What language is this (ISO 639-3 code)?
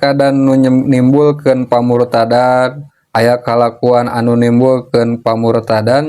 sun